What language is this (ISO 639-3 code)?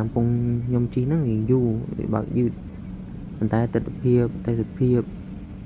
khm